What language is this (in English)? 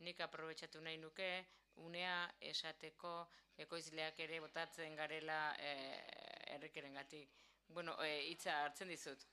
Basque